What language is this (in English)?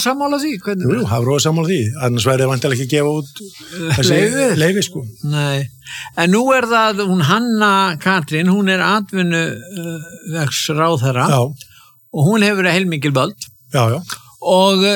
Icelandic